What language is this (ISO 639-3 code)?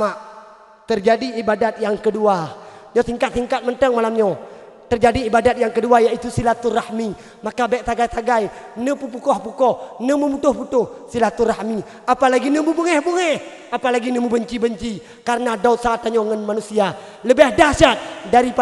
ace